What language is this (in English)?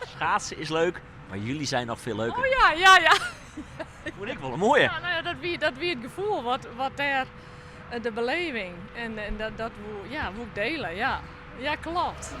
Western Frisian